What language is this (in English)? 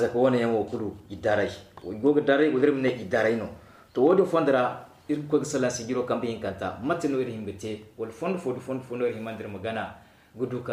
Zarma